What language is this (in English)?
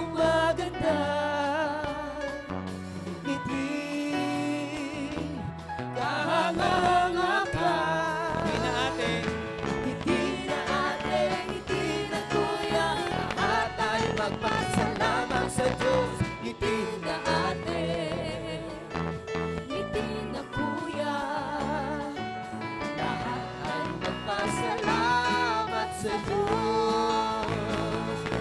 Filipino